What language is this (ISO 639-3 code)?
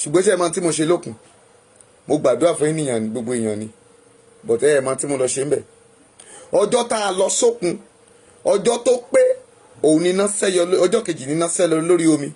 yor